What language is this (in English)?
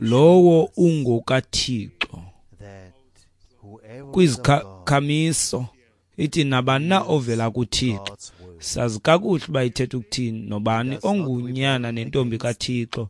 Xhosa